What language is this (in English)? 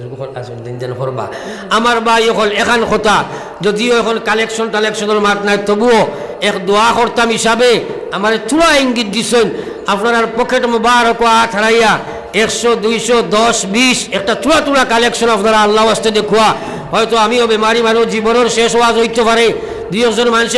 Sylheti